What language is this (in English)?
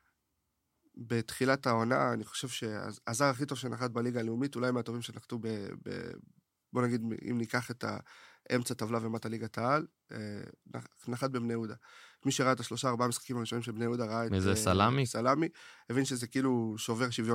Hebrew